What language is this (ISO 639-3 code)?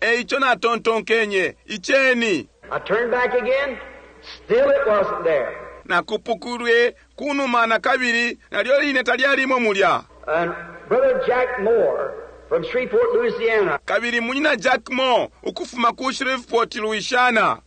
bem